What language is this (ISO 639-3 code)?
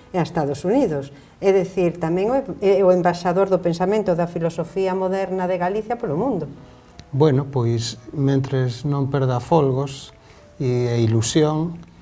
glg